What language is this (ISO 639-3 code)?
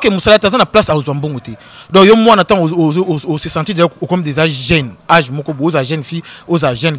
lin